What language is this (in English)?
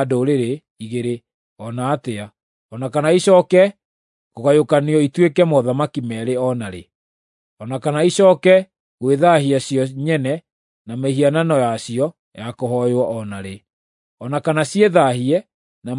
Kikuyu